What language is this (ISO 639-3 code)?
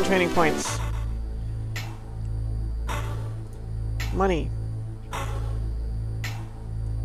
eng